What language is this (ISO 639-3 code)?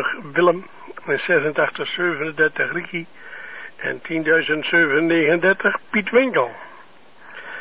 nld